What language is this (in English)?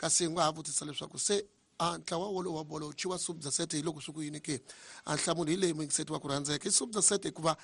Tsonga